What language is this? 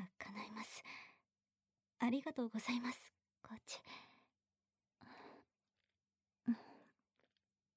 Japanese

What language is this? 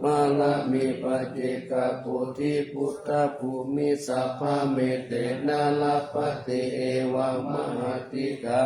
Pali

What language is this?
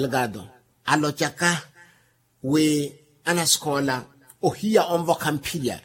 Makhuwa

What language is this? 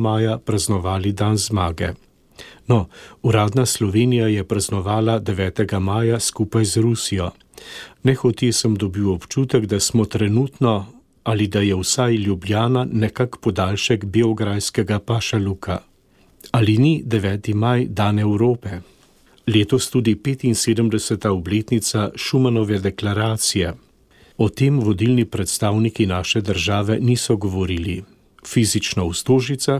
Slovenian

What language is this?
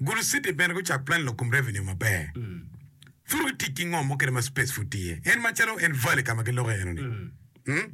Acoli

